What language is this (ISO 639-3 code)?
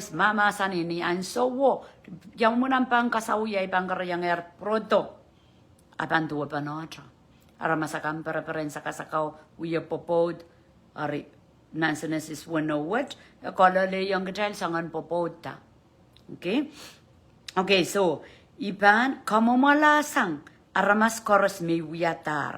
pon